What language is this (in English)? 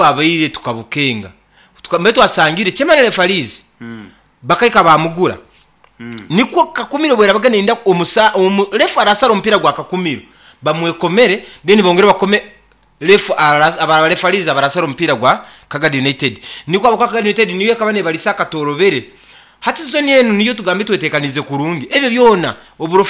Nyoro